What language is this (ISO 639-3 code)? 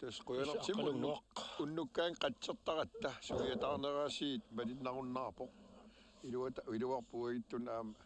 kal